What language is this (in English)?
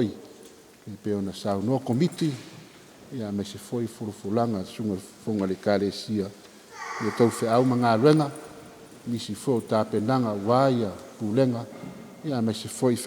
Samoan